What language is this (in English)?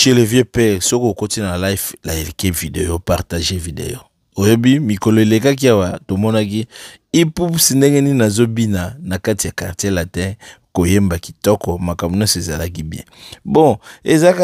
Lingala